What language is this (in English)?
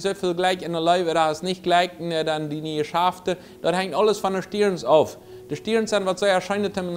Plautdietsch